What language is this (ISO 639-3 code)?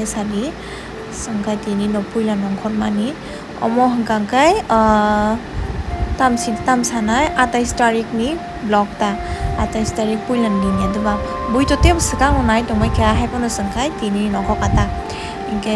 trp